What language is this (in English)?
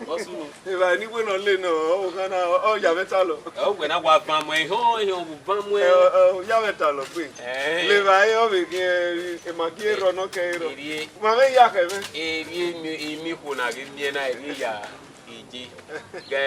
Bini